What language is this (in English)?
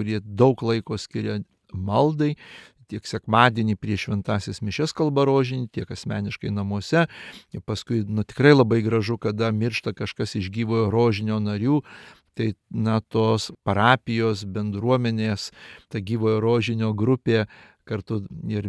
Lithuanian